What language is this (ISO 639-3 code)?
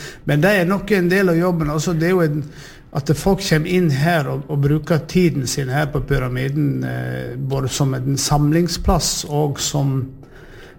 nor